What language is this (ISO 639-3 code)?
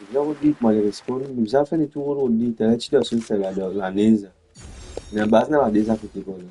mfe